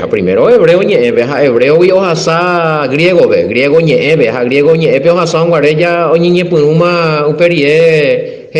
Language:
Guarani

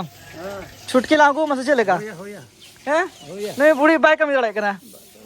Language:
Santali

